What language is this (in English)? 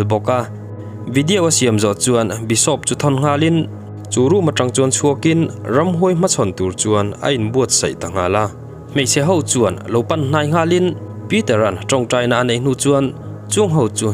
Mizo